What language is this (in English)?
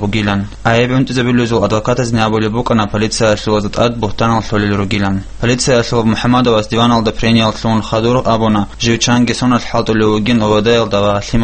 Avaric